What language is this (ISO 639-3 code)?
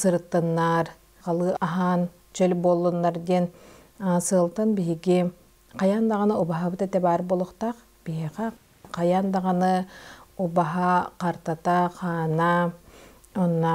sah